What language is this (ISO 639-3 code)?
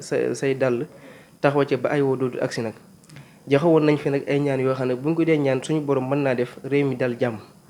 wol